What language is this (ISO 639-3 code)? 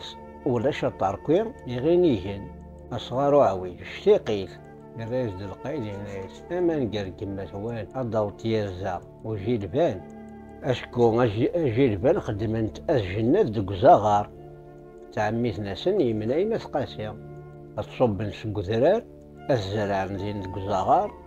kab